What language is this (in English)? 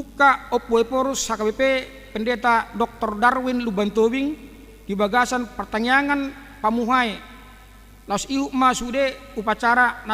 Batak Toba